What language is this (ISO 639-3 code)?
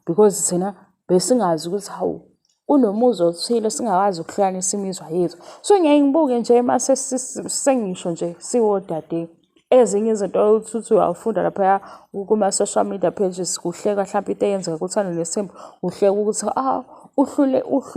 zul